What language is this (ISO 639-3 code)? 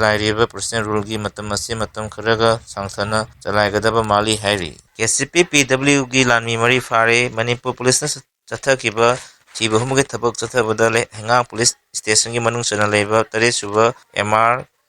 mni